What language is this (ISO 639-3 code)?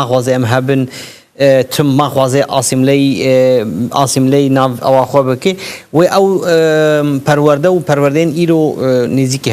kur